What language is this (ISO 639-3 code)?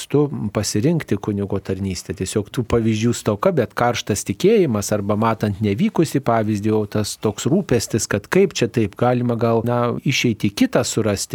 lit